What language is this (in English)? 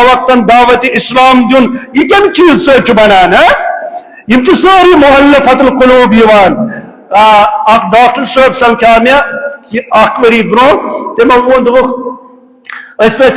Kashmiri